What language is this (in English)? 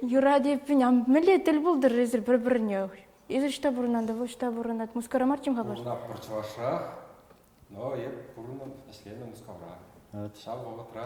Chuvash